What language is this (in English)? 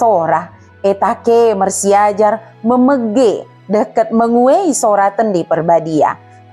Batak Dairi